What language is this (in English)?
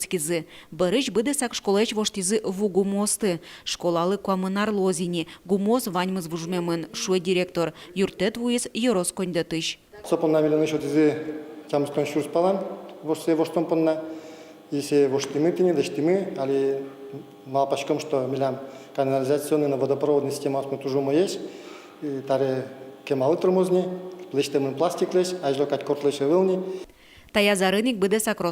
Udmurt